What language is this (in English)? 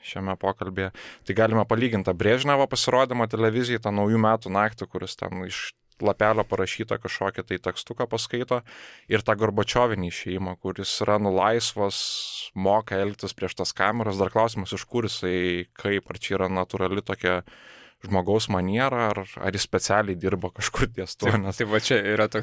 Lithuanian